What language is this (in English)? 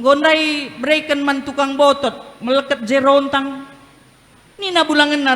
Batak Karo